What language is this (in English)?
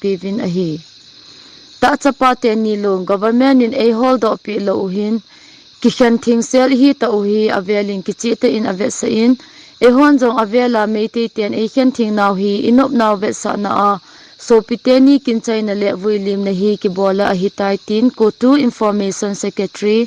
Thado Chin